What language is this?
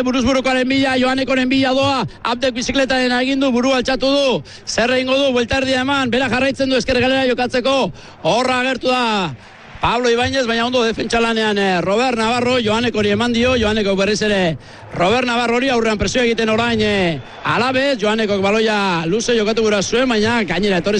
Basque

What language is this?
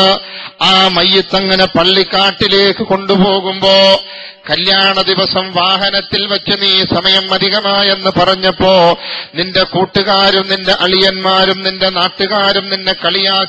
Malayalam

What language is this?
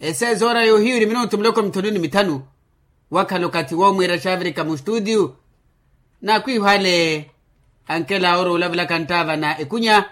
Makhuwa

